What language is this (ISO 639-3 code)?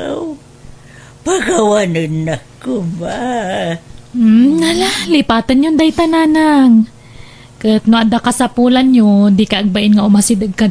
ilo